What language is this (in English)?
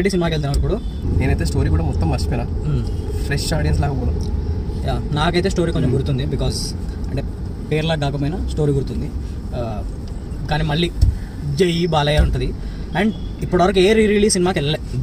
Telugu